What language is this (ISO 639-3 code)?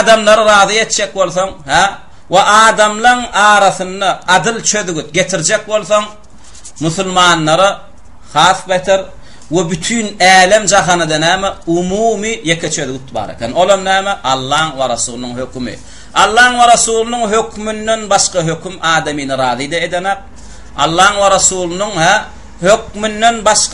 tuk